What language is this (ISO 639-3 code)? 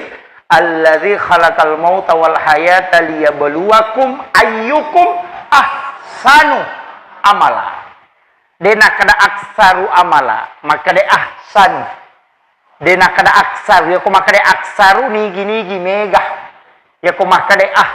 bug